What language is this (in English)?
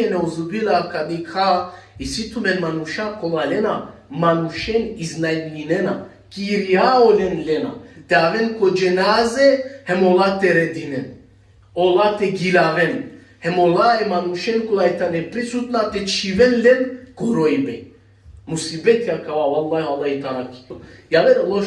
Balkan Romani